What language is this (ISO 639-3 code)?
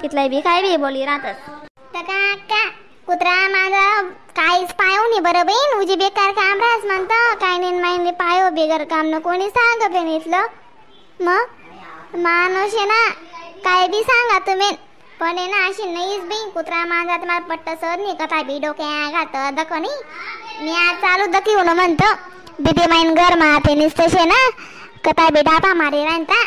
khn